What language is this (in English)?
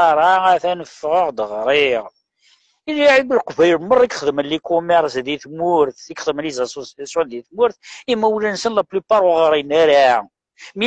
Kabyle